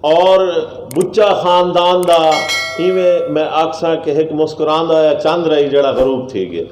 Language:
Saraiki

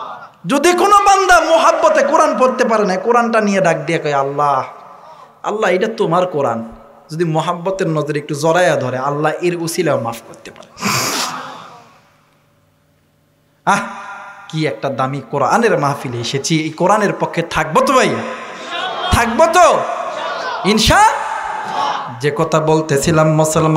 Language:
Bangla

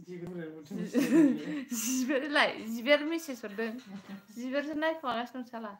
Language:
Bodo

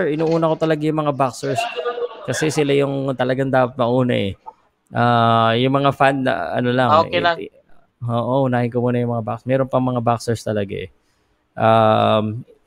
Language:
Filipino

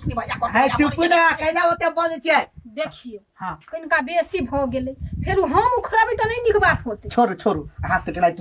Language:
Maithili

